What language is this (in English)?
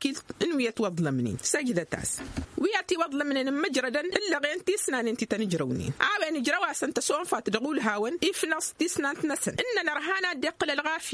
Tamasheq